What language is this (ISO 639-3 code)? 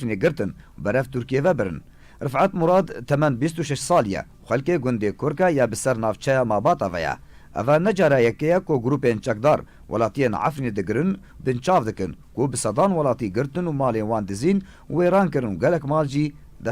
kur